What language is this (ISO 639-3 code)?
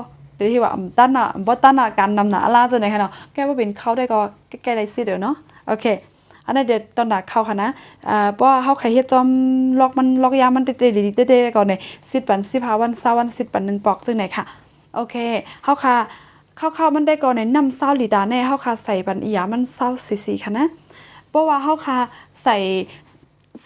shn